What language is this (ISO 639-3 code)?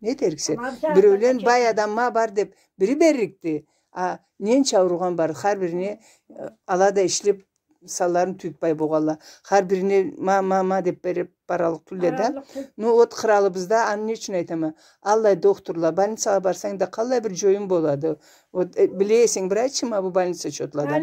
krc